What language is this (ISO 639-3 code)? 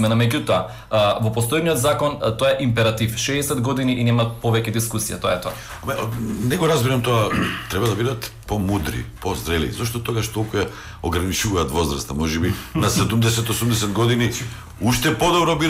mkd